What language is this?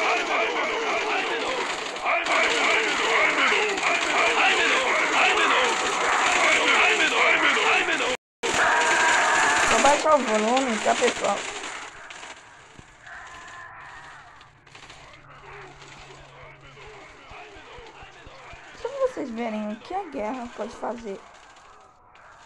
Portuguese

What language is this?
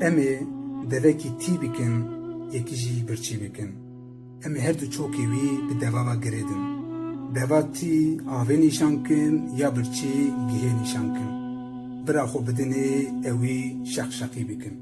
Kurdish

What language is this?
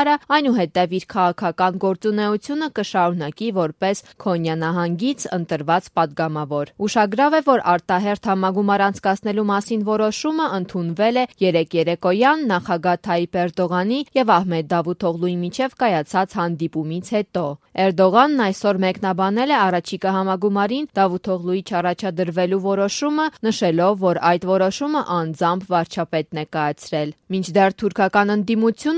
Armenian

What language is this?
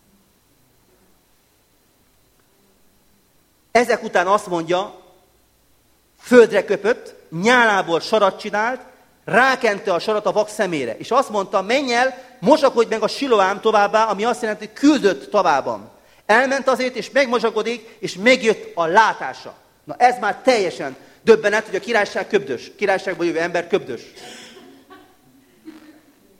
Hungarian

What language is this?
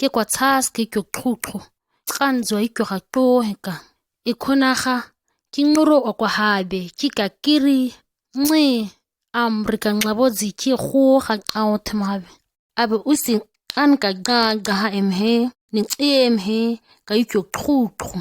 ǁGana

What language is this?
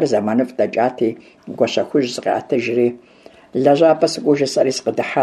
Kabardian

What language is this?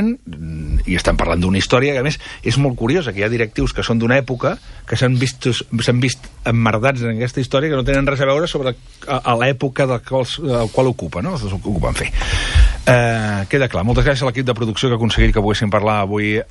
Catalan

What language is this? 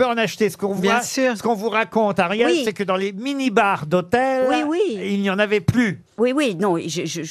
French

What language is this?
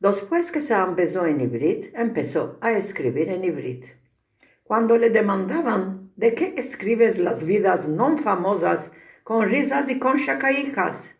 Ladino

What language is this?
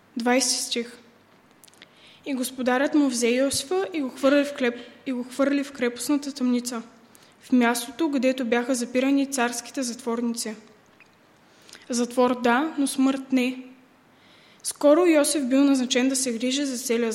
Bulgarian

